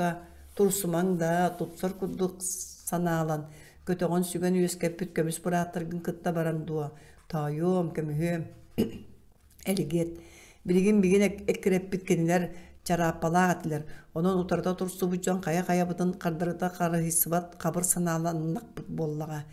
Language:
Yakut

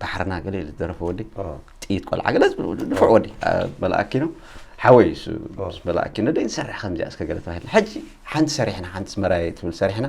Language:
Tigrinya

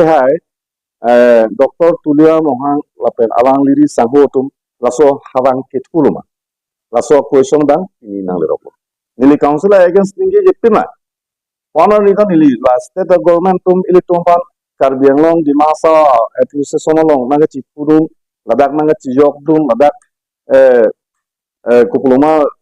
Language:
Karbi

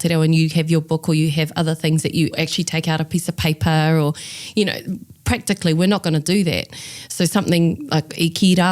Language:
Māori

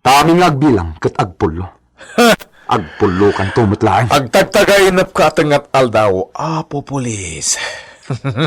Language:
Iloko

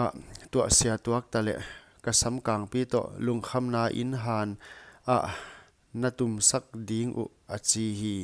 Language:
Paite Chin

